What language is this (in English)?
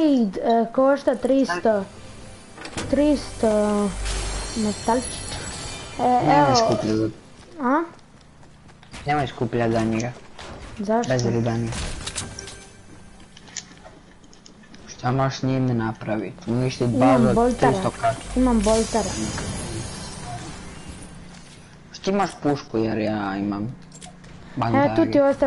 Croatian